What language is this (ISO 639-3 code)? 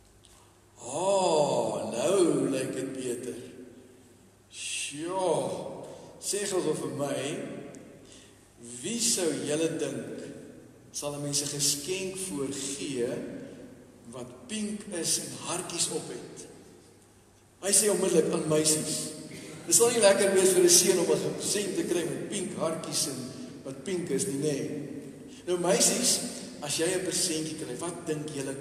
afr